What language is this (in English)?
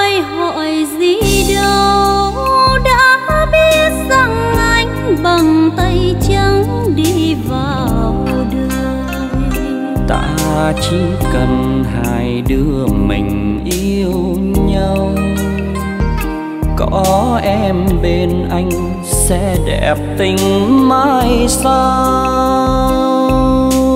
Vietnamese